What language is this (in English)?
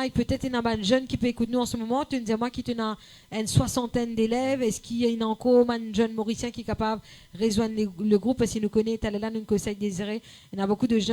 Morisyen